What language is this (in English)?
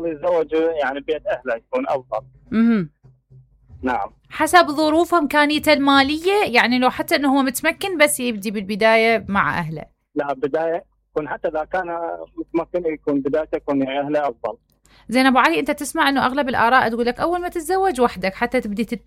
Mesopotamian Arabic